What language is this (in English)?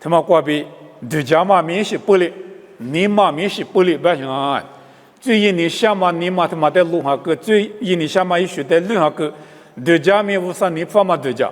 Lisu